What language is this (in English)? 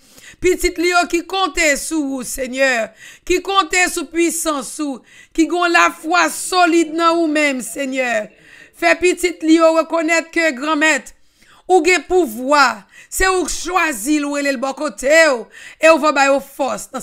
French